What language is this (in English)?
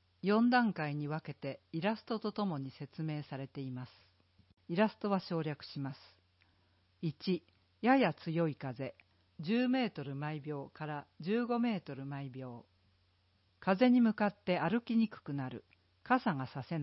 Japanese